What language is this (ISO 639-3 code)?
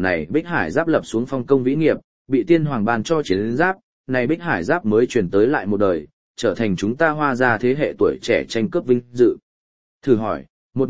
vie